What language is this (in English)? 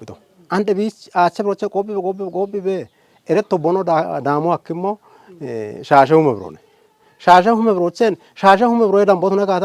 Kafa